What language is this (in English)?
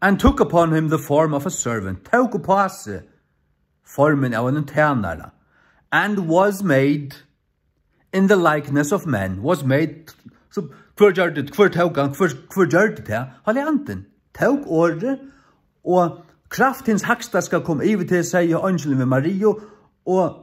Faroese